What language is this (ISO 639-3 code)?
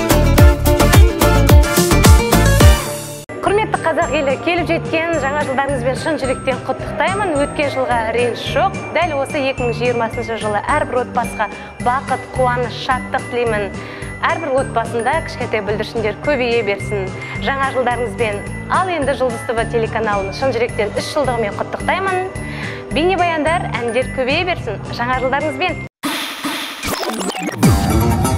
kaz